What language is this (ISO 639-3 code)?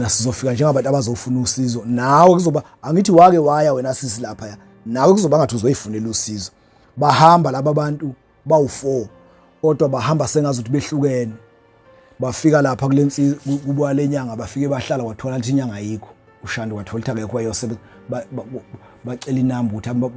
zul